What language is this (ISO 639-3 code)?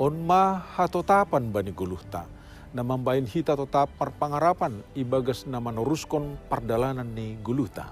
bts